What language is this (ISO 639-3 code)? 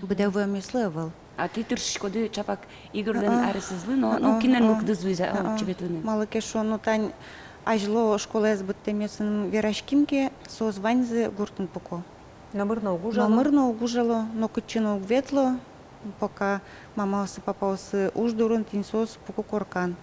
udm